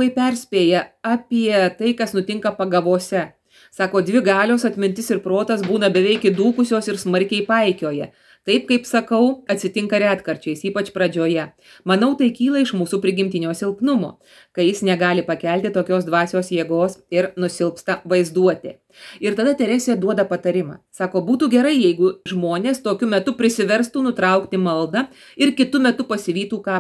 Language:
Lithuanian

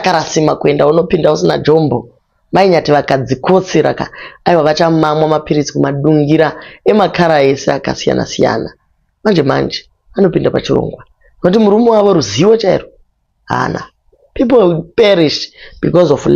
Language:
Shona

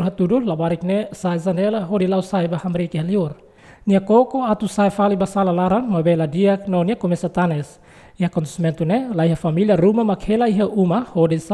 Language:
Tetum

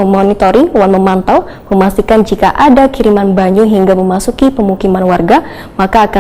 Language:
Banjar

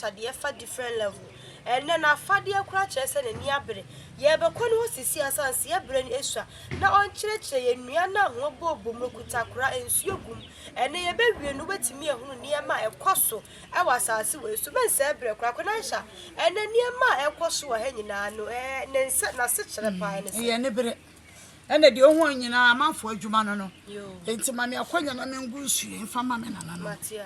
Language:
Akan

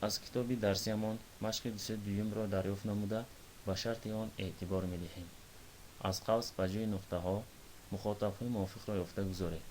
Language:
Tajik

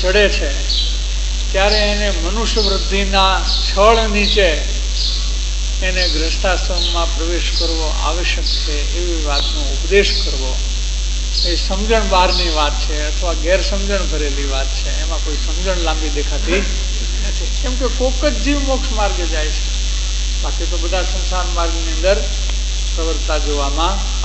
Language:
Gujarati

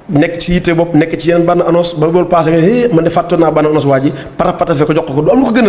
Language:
Wolof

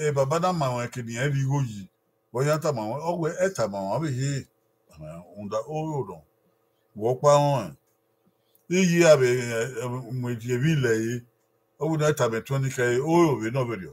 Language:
Bini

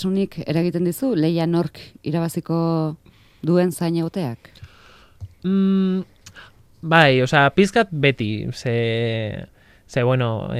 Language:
Basque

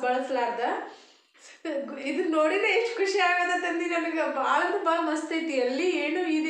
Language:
Kannada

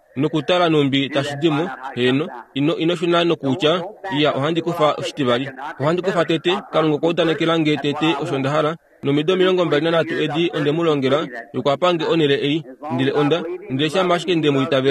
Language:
Kuanyama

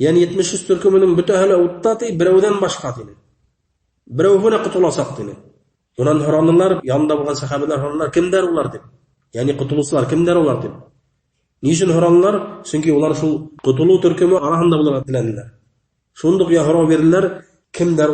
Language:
Bashkir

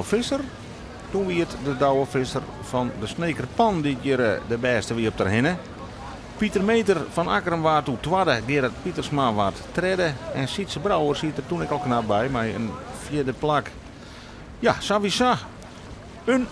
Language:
Western Frisian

